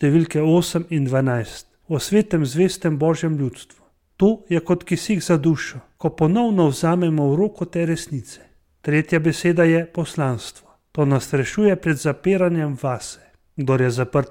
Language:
Slovenian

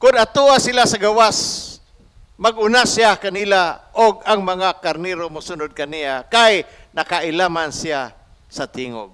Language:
Cebuano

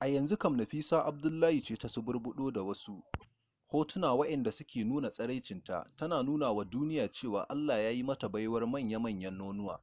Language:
Hausa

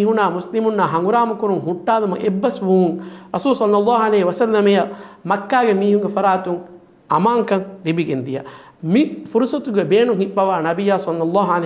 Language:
Divehi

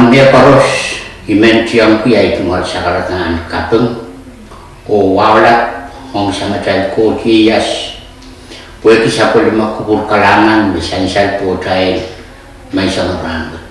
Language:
Pohnpeian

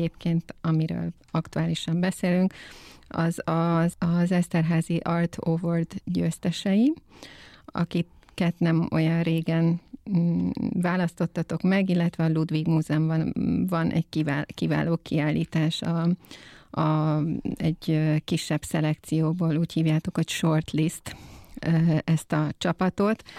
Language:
Hungarian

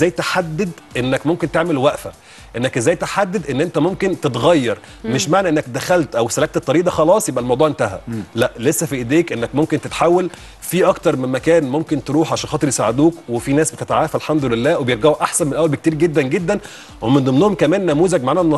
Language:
Egyptian Arabic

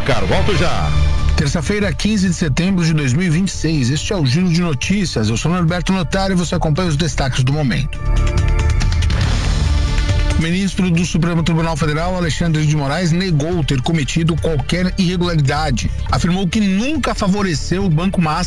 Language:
Portuguese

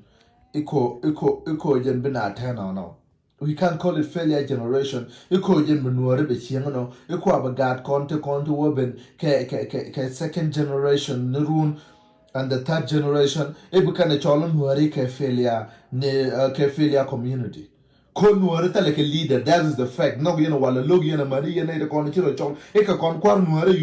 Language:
Nuer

